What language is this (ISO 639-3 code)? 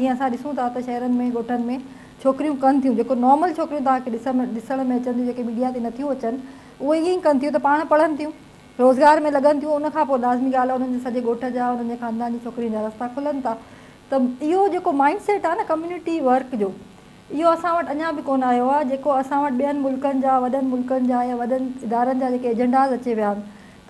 snd